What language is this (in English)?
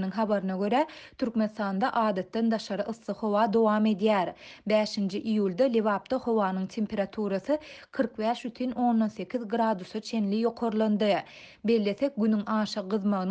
Turkmen